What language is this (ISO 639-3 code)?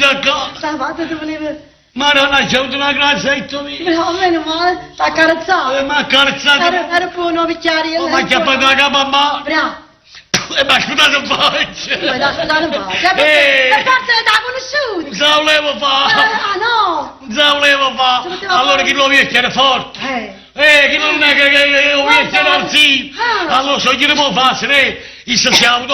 nap